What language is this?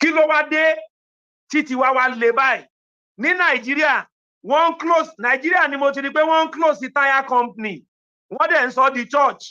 Yoruba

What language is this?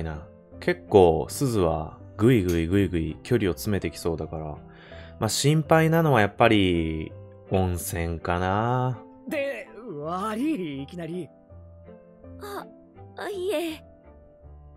Japanese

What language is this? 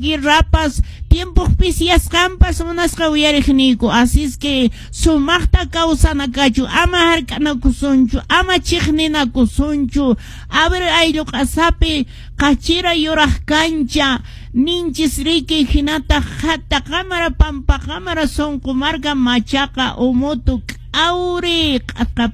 Quechua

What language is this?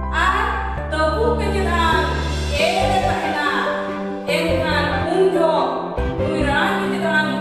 Santali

